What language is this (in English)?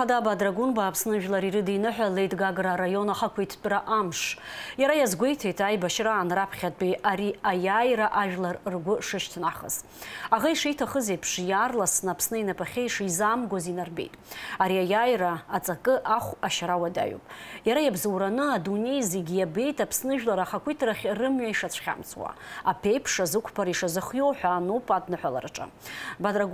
Abkhazian